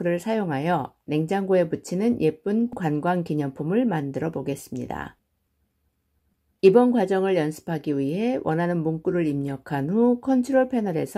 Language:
Korean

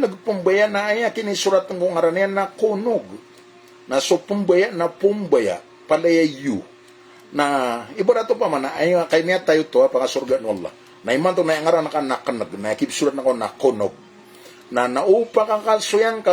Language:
Maranao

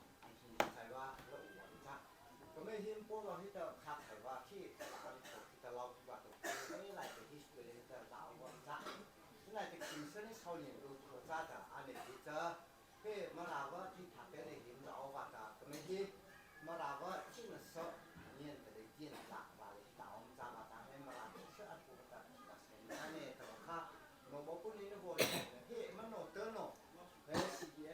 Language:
Mara Chin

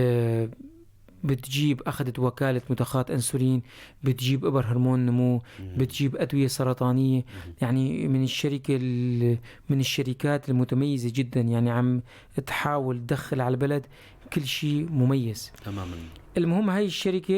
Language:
North Levantine Arabic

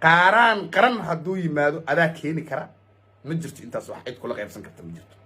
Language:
Somali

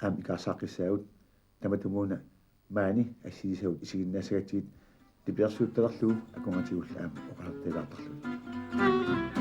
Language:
Kalaallisut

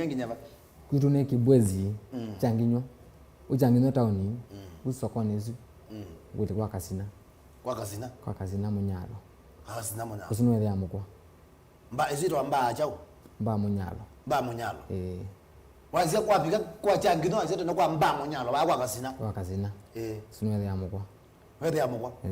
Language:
Kamba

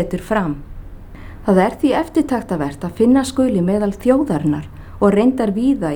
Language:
Icelandic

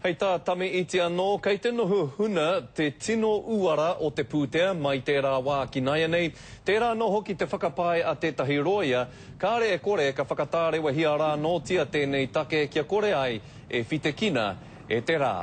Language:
Māori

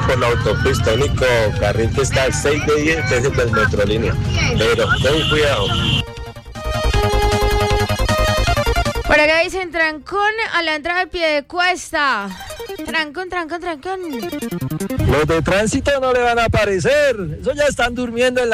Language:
Spanish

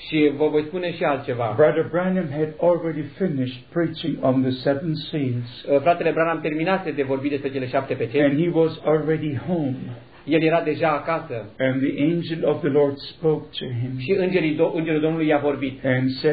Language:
Romanian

